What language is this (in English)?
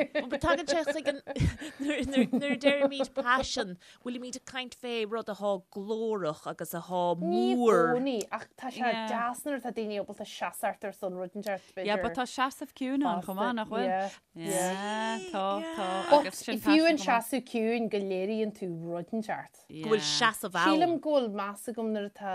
Irish